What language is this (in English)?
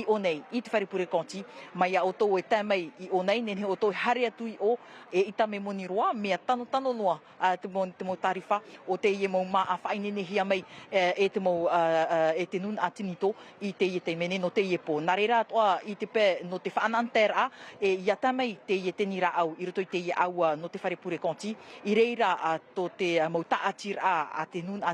Tahitian